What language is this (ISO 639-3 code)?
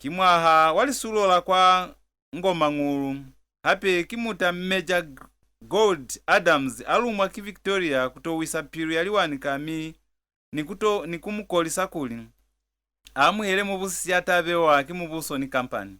loz